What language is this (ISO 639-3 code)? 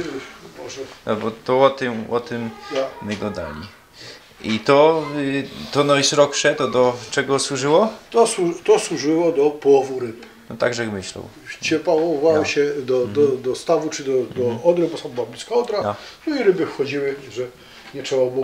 szl